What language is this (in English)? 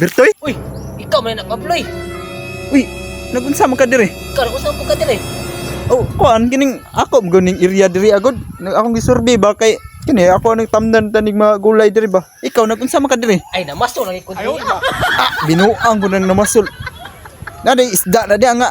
Cebuano